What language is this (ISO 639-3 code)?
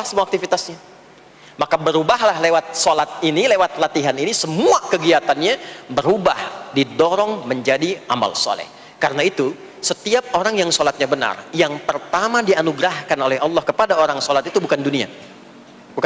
ind